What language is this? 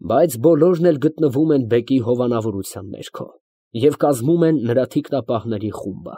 Armenian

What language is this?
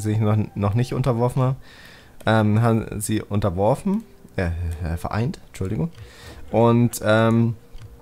German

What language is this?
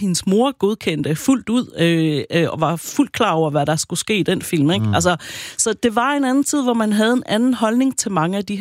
Danish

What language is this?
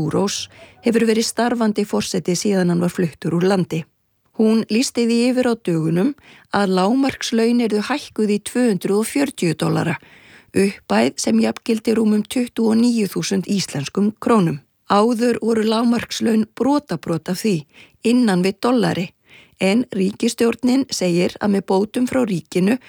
Icelandic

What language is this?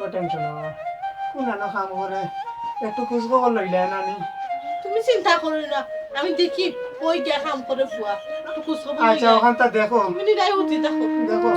Sylheti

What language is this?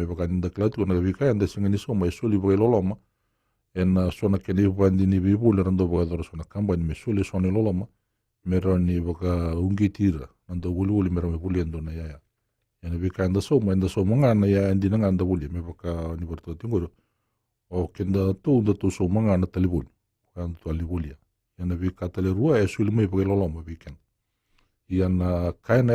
Fijian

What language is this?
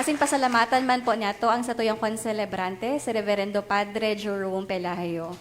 Bikol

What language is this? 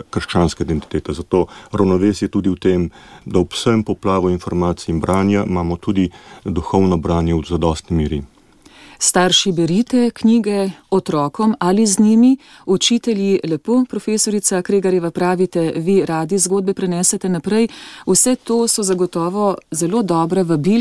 Slovenian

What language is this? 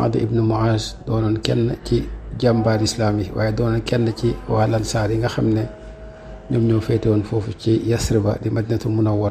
Wolof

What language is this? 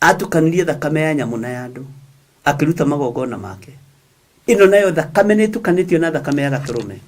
Kikuyu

